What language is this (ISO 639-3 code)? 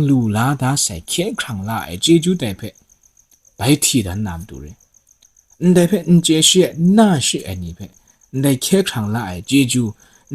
kac